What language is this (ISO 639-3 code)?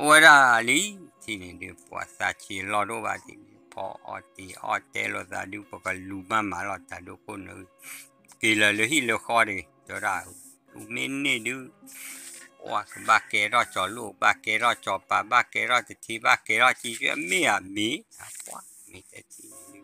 ksw